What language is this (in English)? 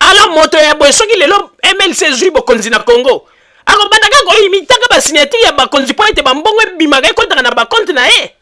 Lingala